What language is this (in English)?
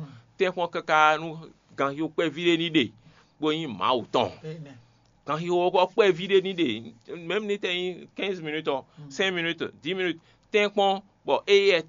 Fon